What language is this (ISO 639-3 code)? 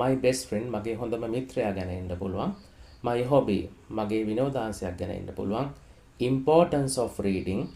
sin